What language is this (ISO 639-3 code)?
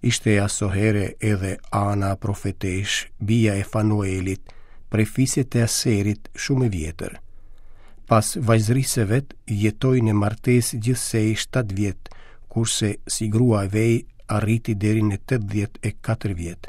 sqi